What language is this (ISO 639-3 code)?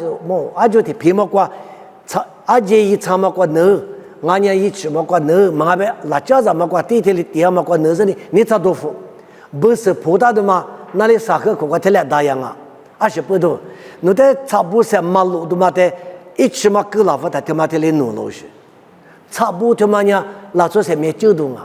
lis